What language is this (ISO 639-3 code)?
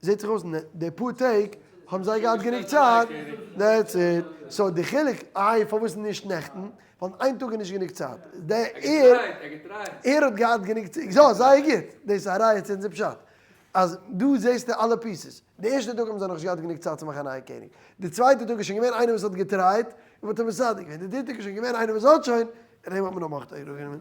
yid